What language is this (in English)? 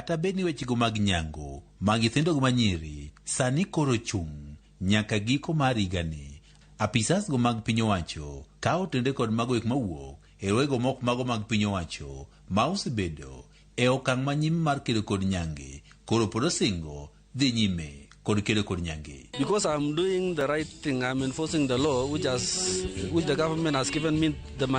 Luo (Kenya and Tanzania)